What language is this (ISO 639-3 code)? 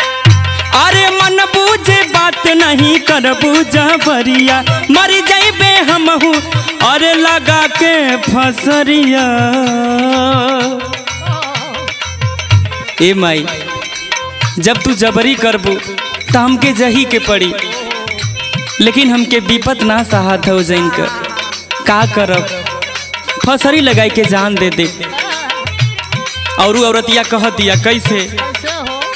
bho